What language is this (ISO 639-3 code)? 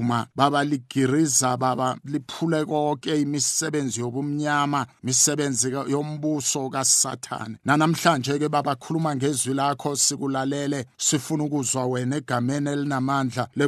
nbl